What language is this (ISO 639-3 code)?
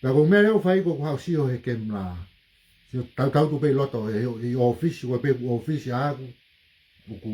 ton